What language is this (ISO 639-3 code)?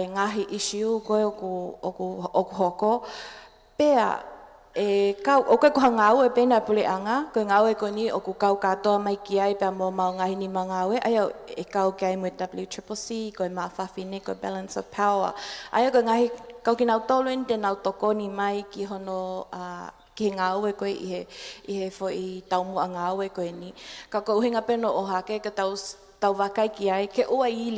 ton